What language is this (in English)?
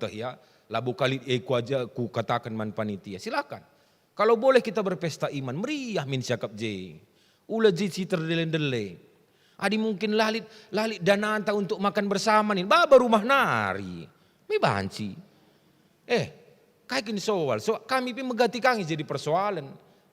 Batak Karo